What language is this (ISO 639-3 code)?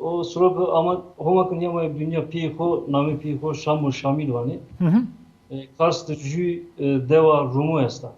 zza